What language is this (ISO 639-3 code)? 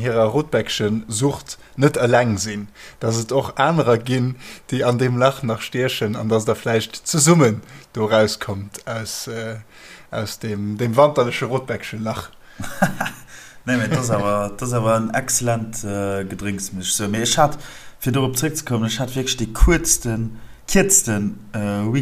ltz